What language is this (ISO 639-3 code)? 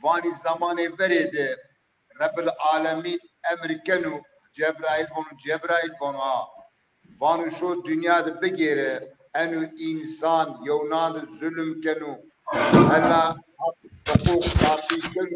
zza